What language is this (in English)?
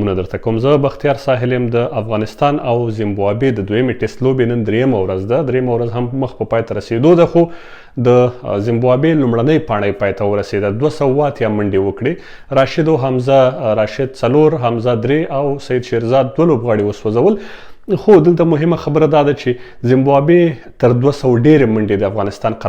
Pashto